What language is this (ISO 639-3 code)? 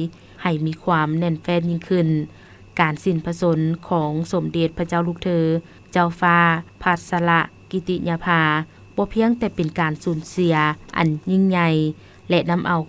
lao